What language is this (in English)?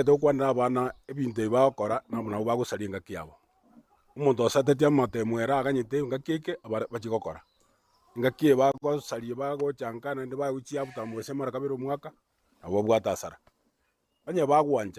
Gusii